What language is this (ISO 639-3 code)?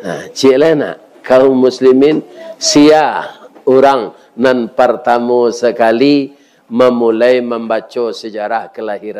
min